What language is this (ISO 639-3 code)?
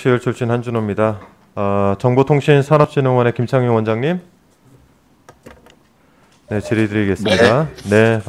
kor